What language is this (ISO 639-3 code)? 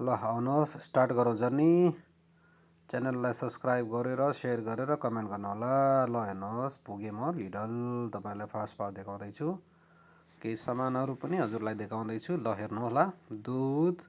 nep